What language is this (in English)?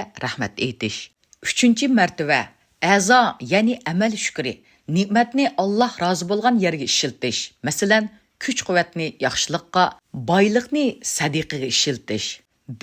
Uyghur